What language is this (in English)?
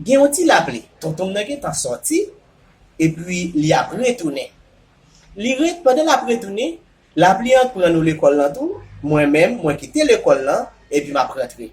Haitian Creole